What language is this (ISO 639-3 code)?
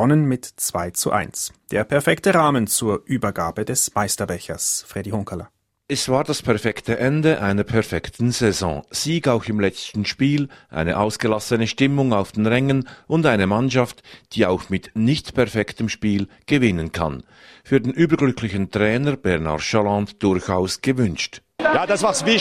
deu